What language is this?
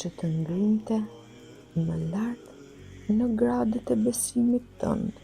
Albanian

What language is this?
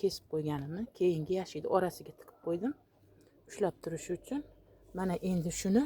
Uzbek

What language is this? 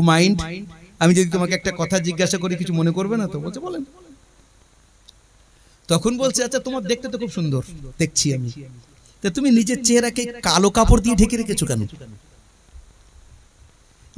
Bangla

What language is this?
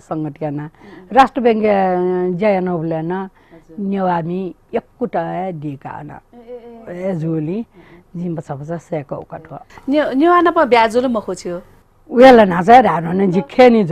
Newari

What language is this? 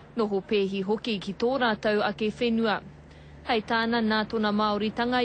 Māori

